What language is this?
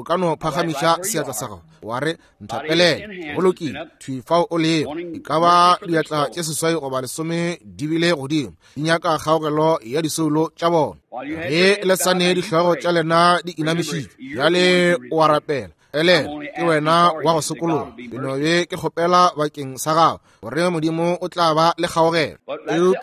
Northern Sotho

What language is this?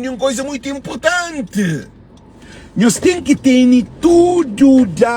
Kabuverdianu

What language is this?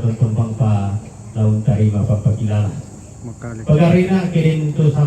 Toraja-Sa'dan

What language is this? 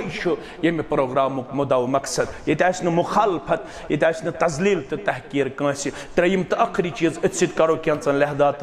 Kashmiri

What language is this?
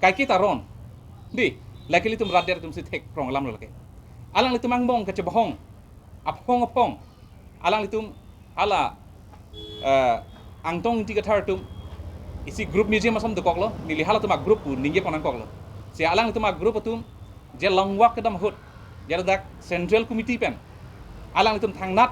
Karbi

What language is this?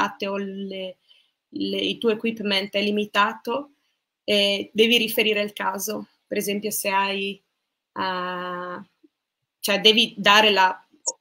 Italian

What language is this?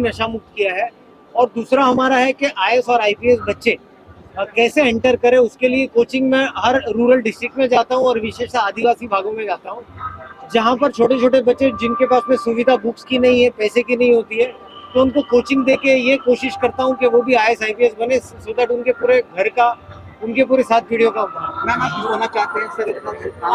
Hindi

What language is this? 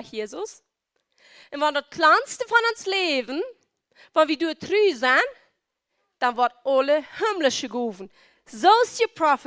Plautdietsch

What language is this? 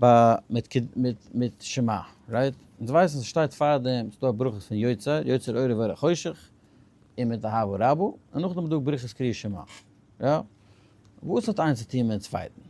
Yiddish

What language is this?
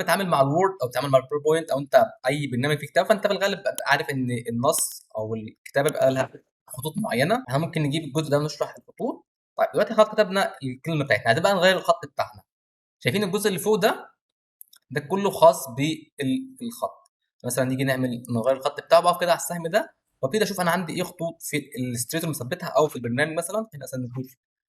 Egyptian Arabic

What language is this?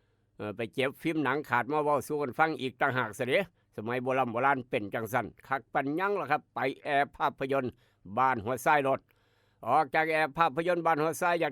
Northeastern Thai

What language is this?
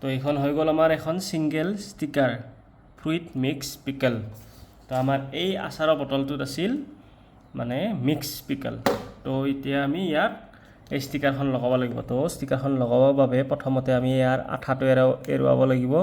Assamese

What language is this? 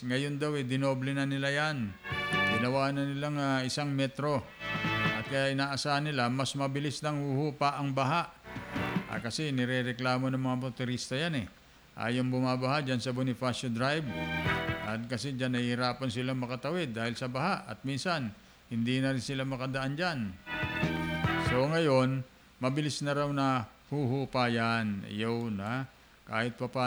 Filipino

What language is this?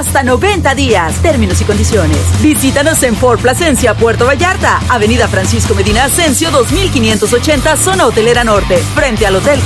Spanish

